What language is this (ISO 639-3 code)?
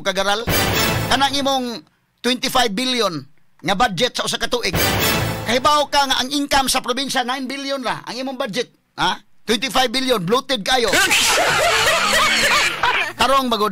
ceb